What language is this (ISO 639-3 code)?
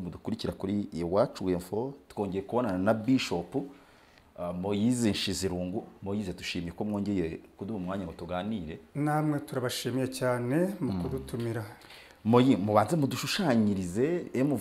kin